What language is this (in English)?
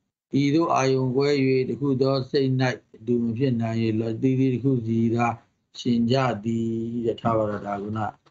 Burmese